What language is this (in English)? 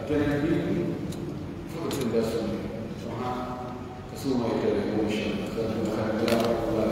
Pular